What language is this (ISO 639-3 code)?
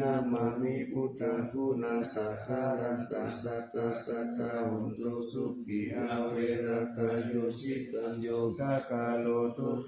pli